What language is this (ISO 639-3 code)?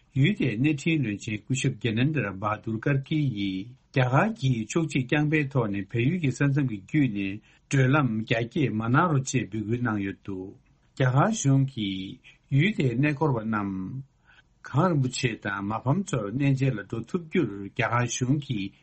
bod